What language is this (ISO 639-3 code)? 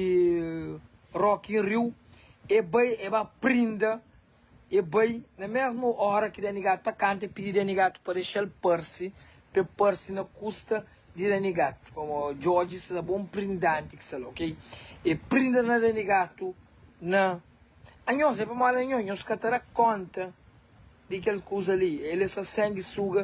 kea